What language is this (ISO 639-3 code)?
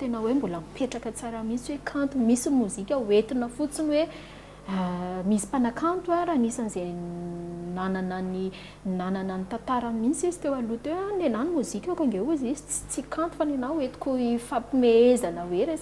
mlg